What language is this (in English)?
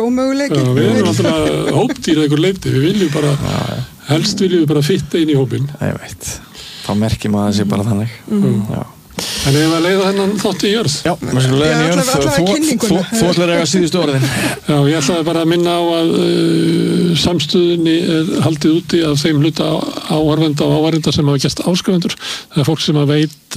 Icelandic